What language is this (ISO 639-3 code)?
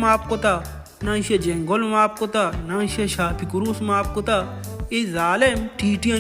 bal